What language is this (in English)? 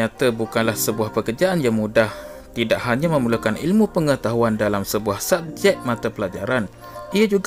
Malay